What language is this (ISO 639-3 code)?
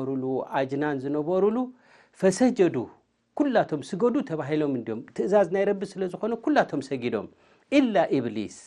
tir